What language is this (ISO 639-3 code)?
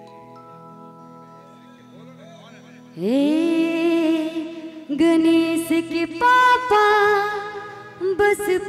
bho